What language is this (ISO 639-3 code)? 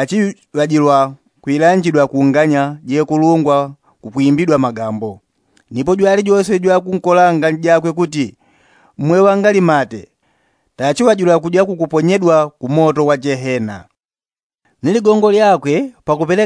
yao